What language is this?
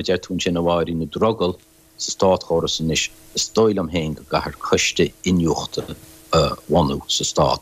Irish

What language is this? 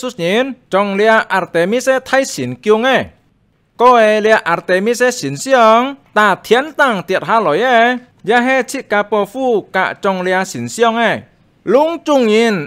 Hakka Chinese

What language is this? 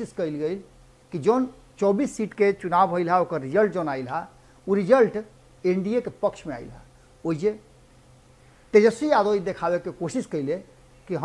Bhojpuri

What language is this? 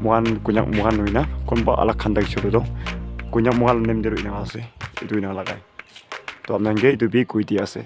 Naga Pidgin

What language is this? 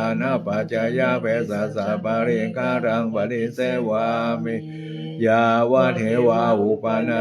Pali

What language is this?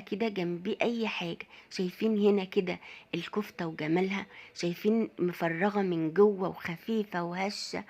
Egyptian Arabic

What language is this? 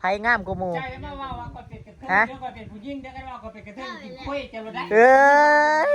Northeastern Thai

